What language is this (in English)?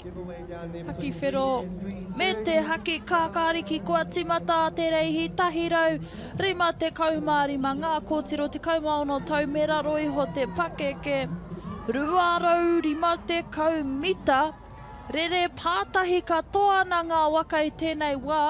Māori